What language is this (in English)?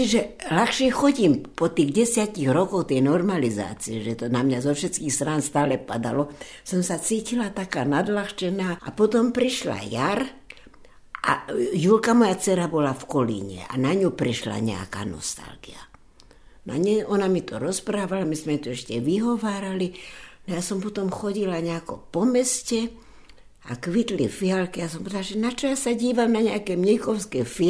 Slovak